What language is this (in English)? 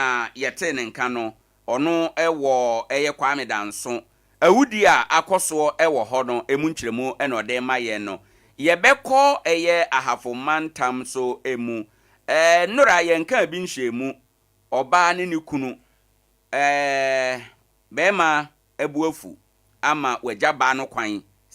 Akan